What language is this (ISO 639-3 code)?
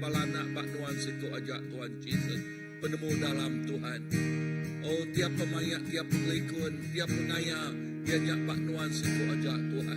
iba